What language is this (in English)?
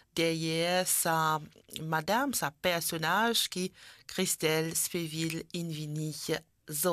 Morisyen